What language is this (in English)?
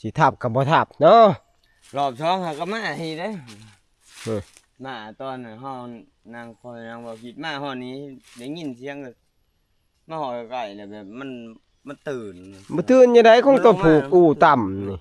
Northeastern Thai